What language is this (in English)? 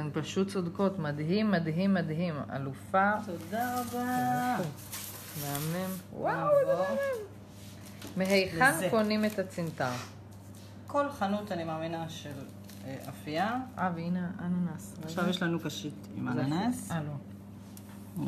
Hebrew